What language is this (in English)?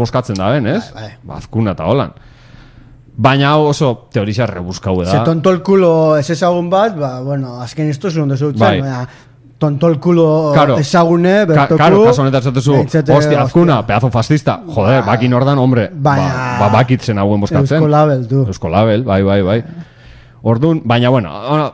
Basque